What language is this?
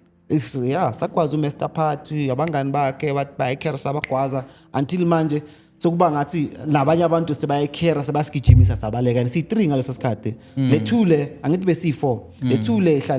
Zulu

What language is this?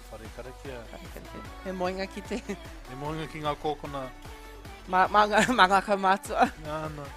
Māori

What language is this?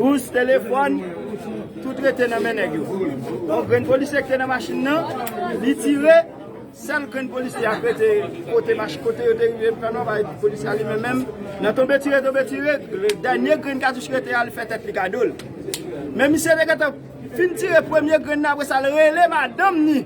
Haitian Creole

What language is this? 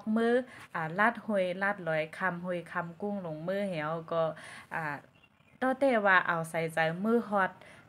Shan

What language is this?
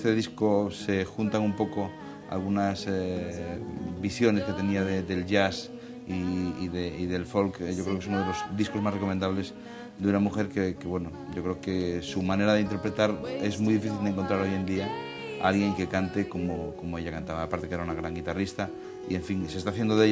Spanish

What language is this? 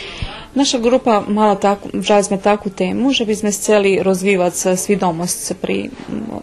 Rusyn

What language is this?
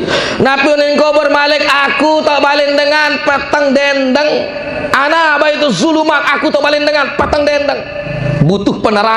Sasak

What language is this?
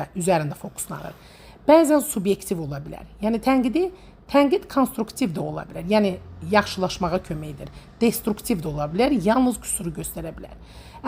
Azerbaijani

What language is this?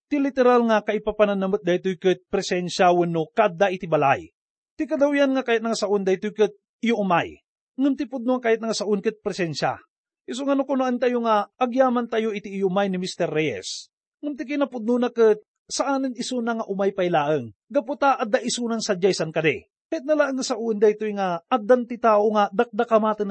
Iloko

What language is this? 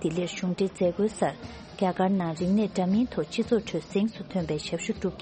Tibetan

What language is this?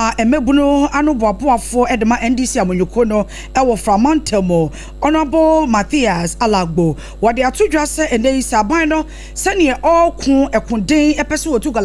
Akan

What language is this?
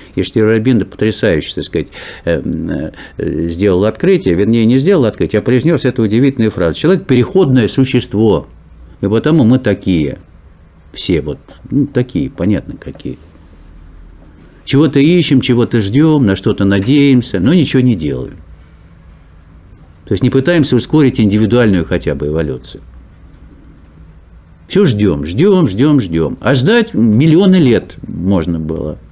Russian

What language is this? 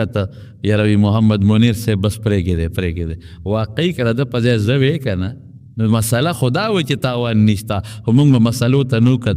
Pashto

